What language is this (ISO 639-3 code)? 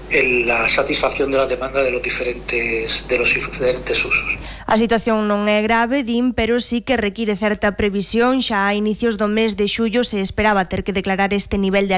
glg